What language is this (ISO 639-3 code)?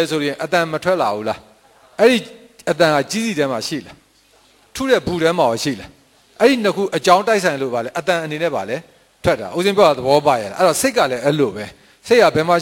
mya